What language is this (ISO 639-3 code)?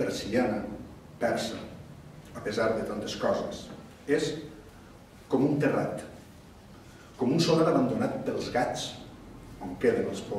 cat